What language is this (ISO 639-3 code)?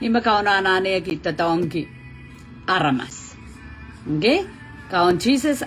pon